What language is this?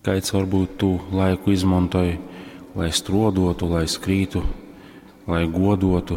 Latgalian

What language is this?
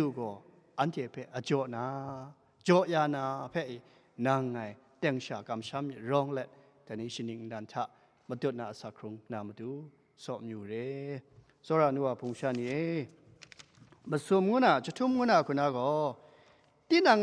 Kachin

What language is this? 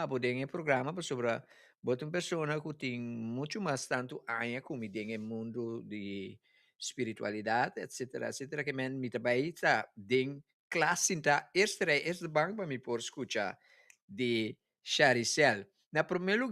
Papiamento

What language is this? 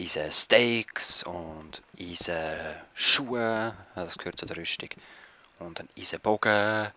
Swiss German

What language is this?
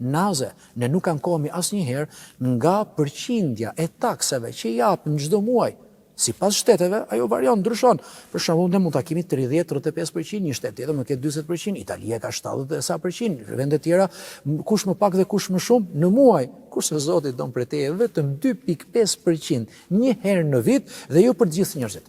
Albanian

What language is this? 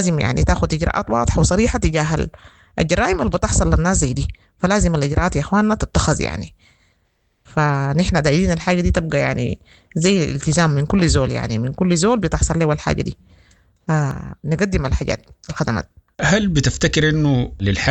Sudanese Arabic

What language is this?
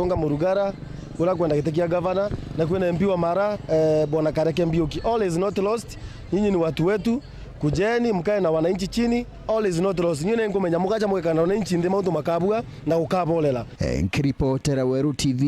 Meru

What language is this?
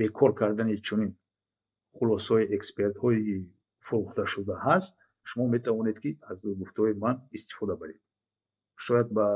Tajik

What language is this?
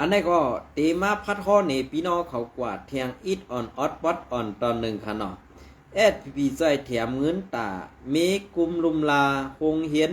Shan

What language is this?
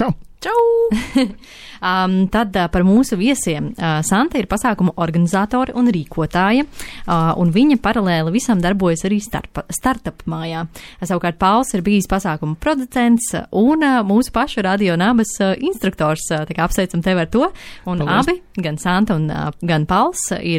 Latvian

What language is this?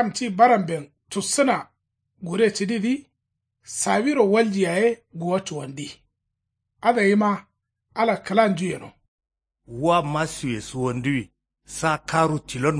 Kanuri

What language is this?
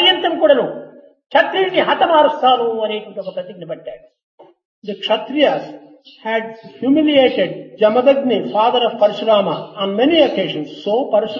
Telugu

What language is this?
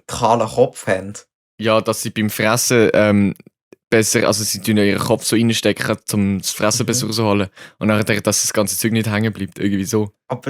Swiss German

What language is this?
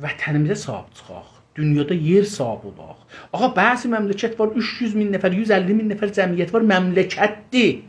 South Azerbaijani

